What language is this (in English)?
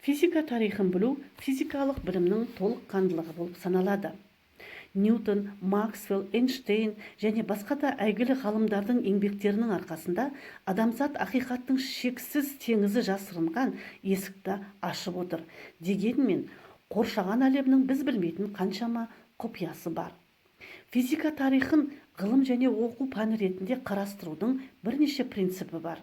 Kazakh